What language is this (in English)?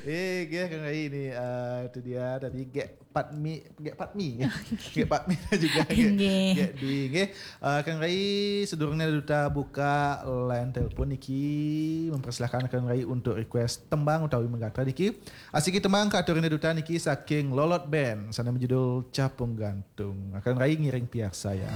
Balinese